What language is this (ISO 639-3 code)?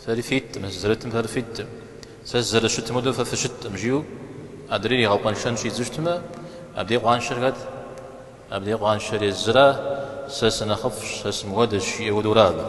kbd